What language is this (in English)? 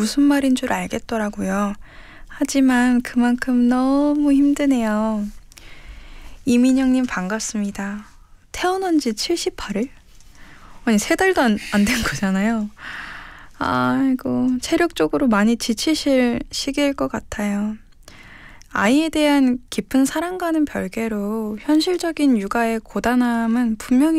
Korean